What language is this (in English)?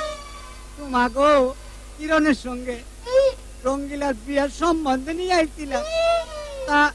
Bangla